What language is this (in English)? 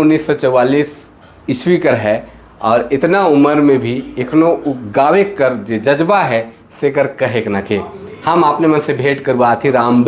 Sadri